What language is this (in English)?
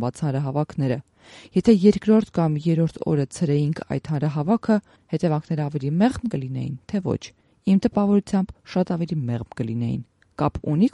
Armenian